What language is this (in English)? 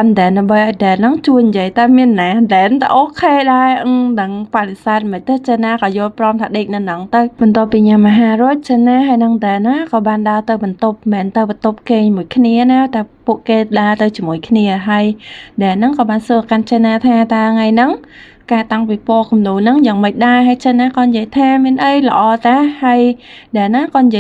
Khmer